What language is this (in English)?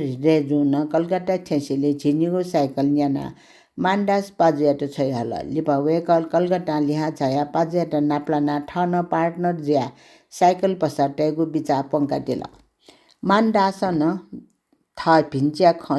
Newari